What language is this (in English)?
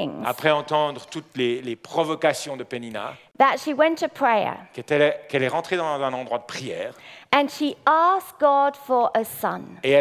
French